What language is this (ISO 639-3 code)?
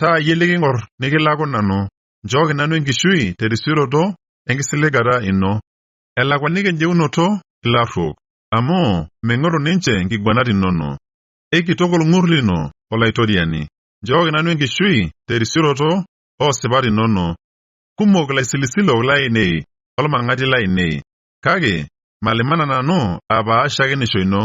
mas